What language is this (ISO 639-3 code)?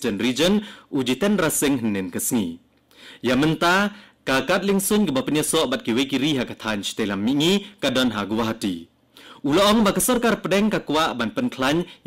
kha